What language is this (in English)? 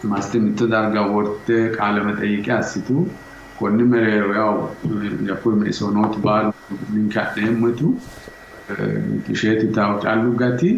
Sidamo